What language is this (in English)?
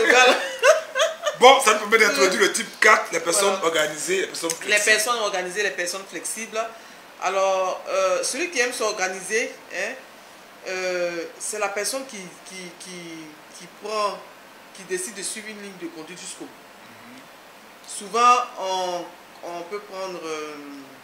French